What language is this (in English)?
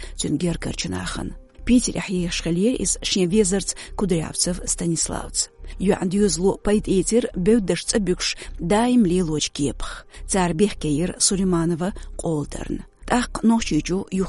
Chechen